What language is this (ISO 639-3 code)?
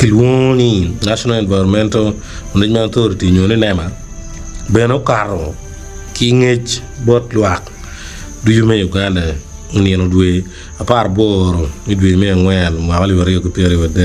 ach